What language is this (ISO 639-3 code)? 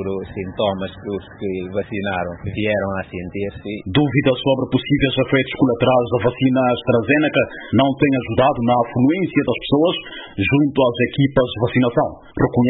por